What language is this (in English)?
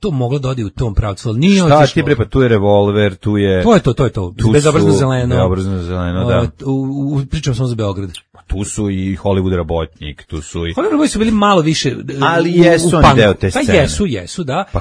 Serbian